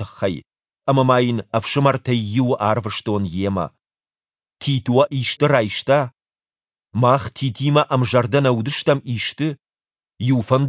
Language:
Ossetic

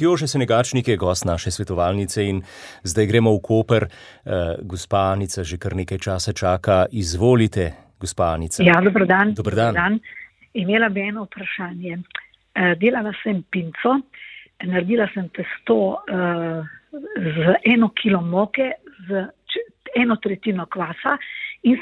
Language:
Slovenian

